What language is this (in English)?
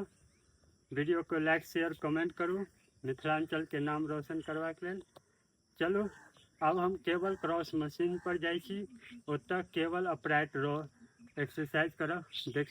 Maithili